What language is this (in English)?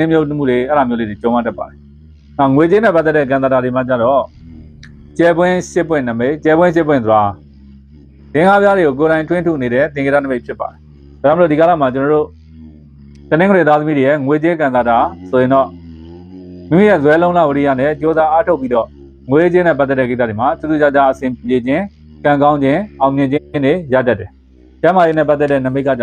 Burmese